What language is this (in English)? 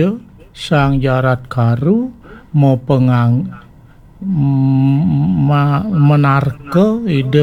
Balinese